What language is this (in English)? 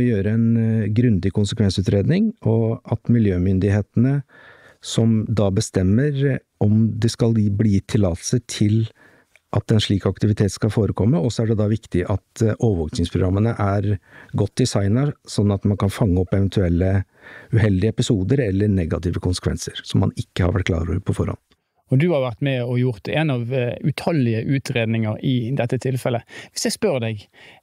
Norwegian